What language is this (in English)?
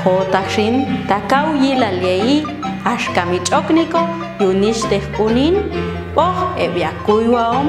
Popti'